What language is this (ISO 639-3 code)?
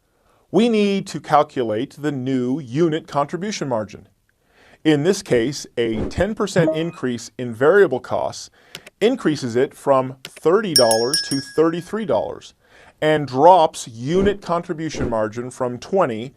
eng